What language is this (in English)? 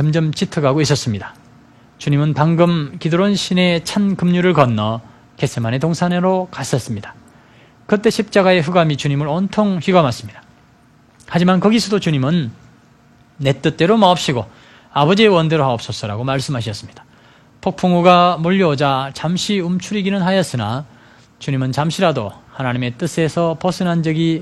Korean